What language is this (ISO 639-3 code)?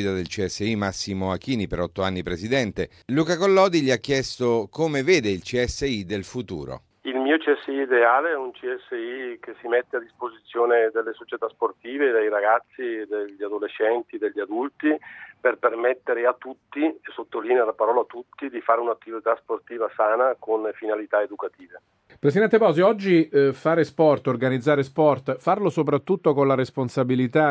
ita